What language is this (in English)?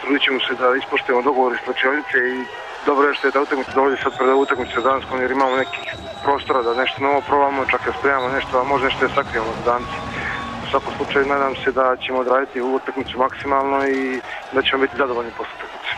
Serbian